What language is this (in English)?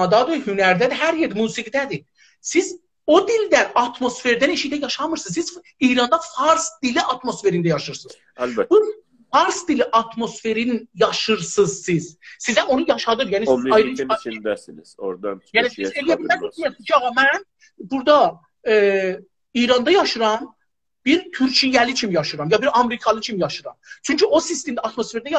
South Azerbaijani